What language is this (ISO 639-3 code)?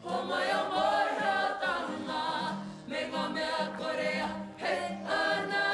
mri